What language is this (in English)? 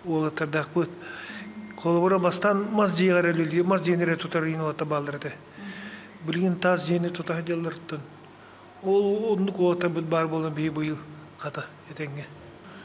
Yakut